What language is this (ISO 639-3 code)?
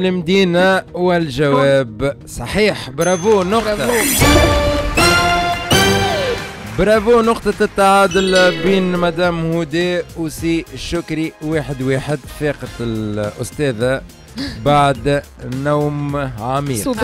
aeb